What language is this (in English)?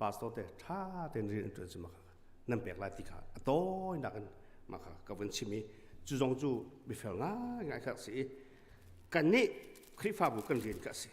Hakha Chin